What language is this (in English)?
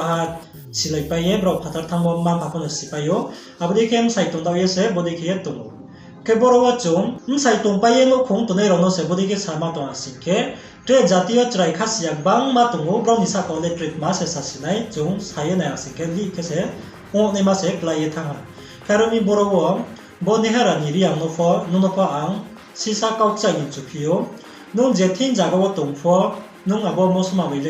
Riang (India)